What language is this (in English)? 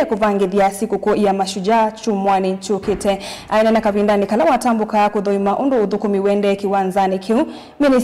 Kamba